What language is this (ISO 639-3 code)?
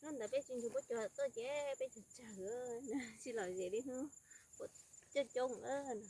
hmn